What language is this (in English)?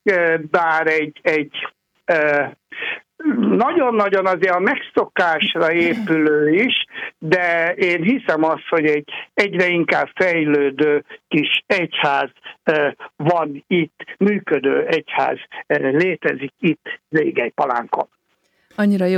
Hungarian